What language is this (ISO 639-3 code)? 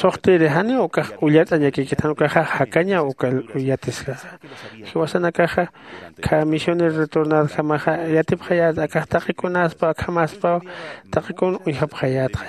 aym